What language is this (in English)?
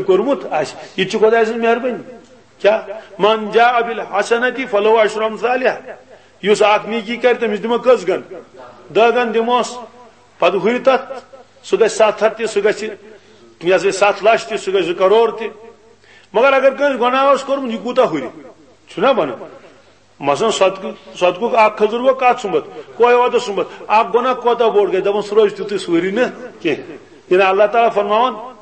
Kashmiri